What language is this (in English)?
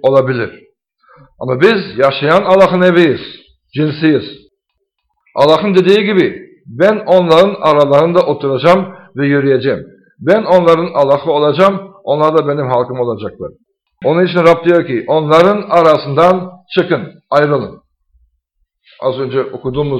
Turkish